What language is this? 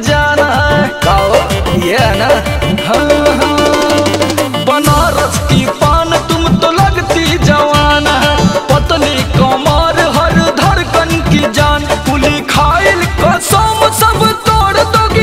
Bhojpuri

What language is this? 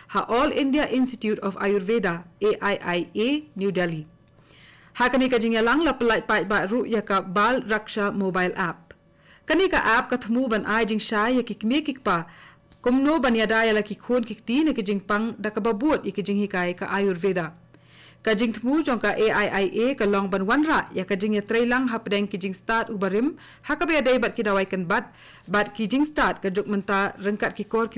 Khasi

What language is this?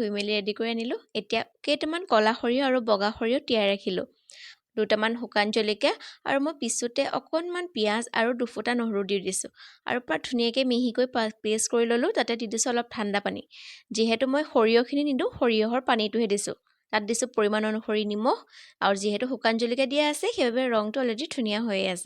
Assamese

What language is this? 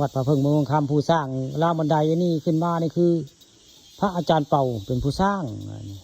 Northeastern Thai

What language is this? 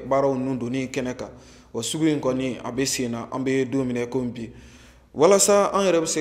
Bambara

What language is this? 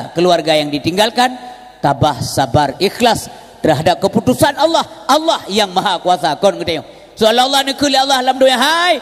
Achinese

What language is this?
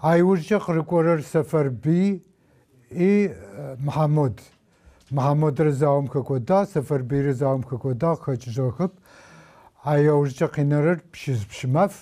Adyghe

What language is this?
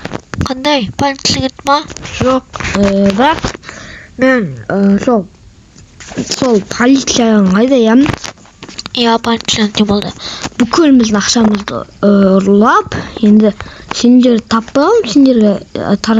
Kazakh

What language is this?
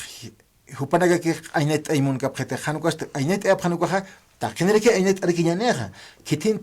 Aymara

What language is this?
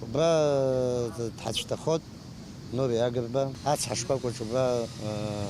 Abkhazian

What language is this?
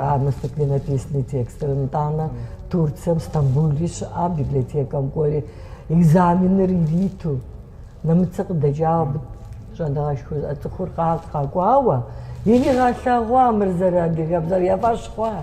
Kabardian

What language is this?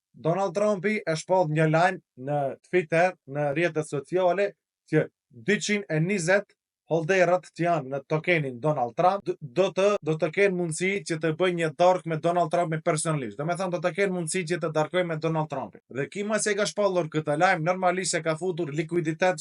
Albanian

